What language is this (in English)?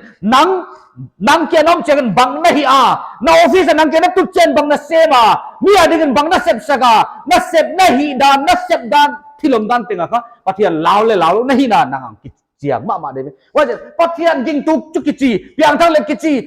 Paite Chin